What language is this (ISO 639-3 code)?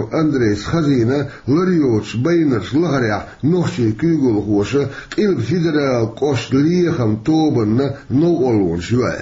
che